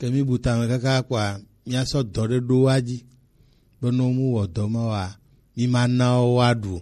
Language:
Gen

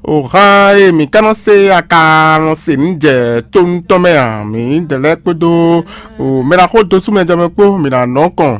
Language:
Fon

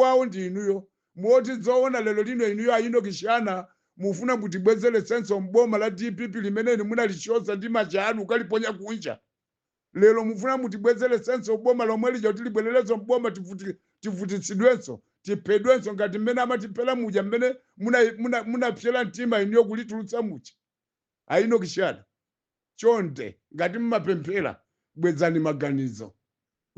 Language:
Nyanja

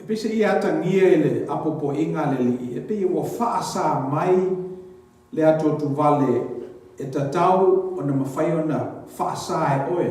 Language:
Samoan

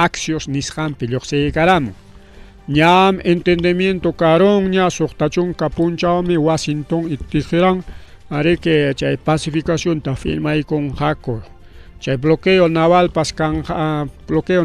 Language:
Ayacucho Quechua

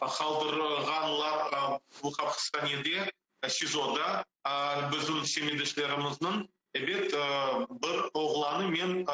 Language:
Crimean Tatar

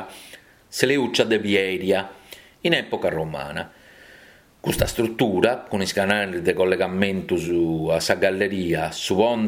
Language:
Sardinian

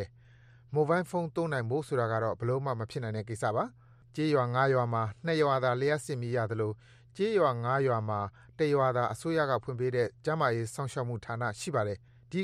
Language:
Burmese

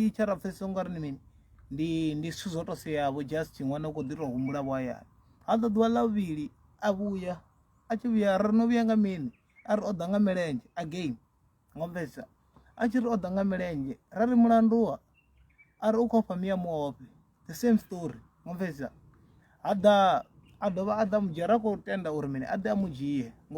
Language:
Venda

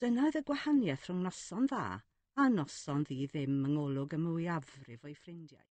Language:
Welsh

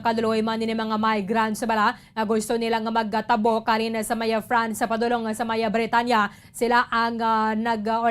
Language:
Hiligaynon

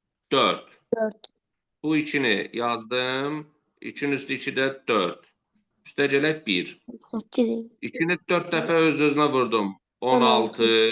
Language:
Azerbaijani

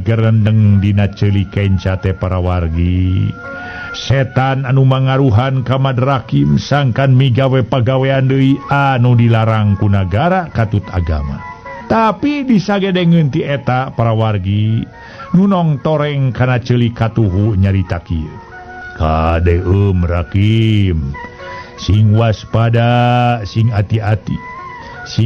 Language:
Sundanese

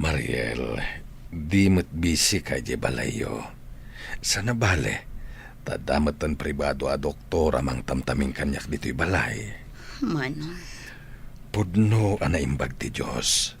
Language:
Iloko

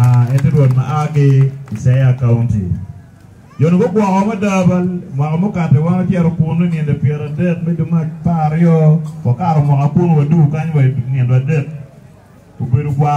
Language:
Acoli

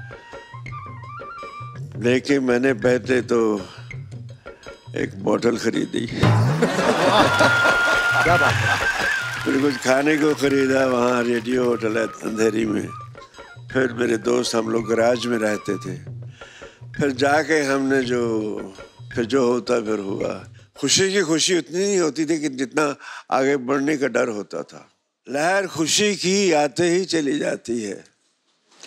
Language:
Hindi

